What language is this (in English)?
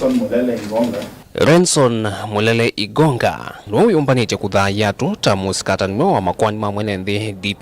Kamba